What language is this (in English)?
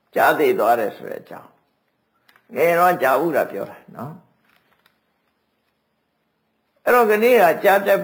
Burmese